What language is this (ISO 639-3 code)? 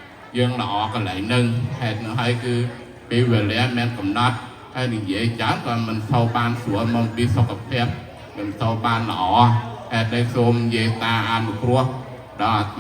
khm